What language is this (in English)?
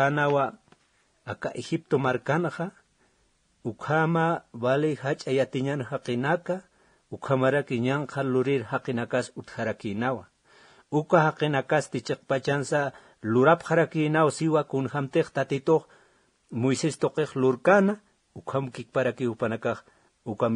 Aymara